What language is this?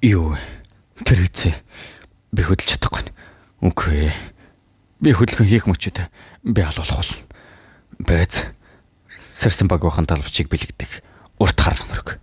Mongolian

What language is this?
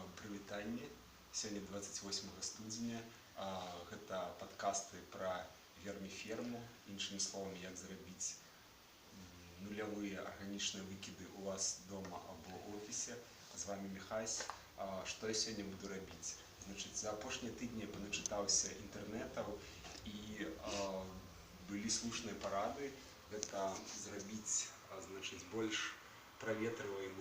Belarusian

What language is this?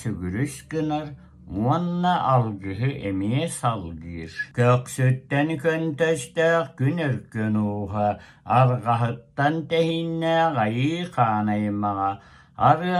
Yakut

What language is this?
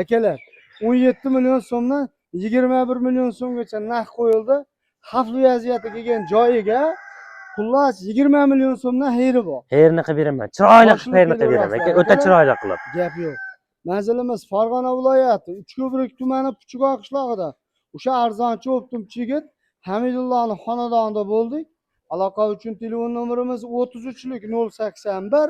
Uzbek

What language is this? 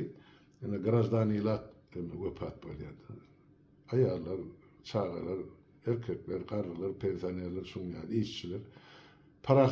Turkmen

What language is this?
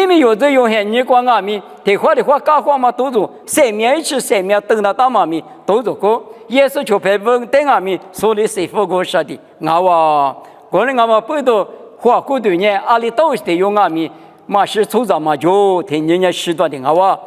Lisu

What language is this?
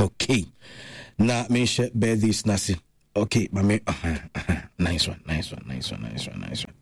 Akan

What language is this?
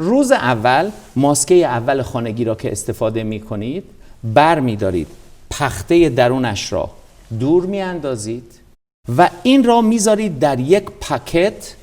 Persian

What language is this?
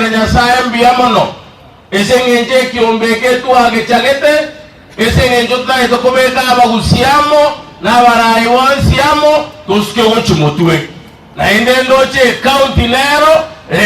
Gusii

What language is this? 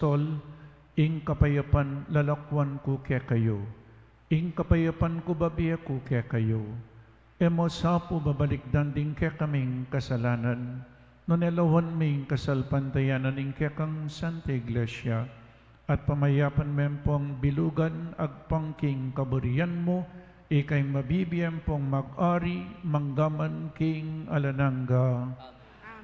Pampanga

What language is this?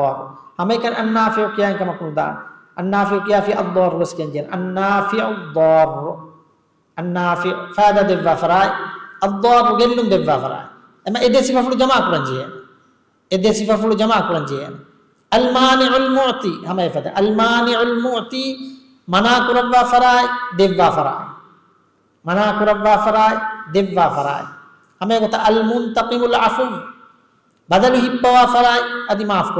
Divehi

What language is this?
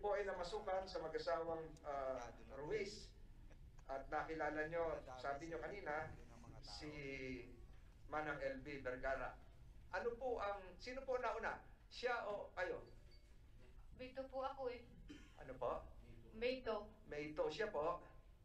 Filipino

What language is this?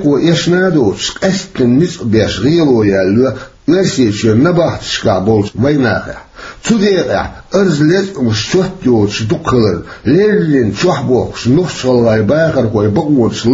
Chechen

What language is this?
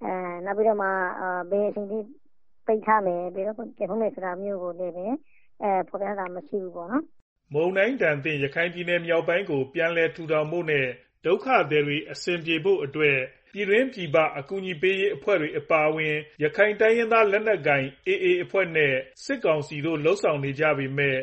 Burmese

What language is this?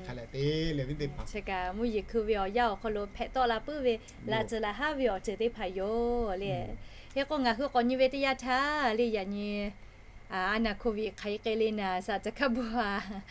Lahu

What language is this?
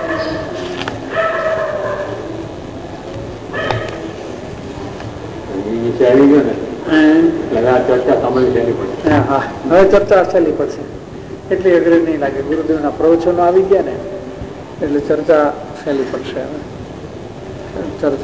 Gujarati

